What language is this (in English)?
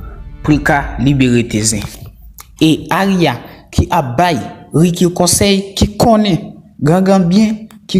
Haitian Creole